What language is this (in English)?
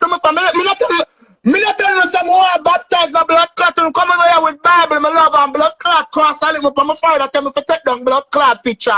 Jamaican Creole English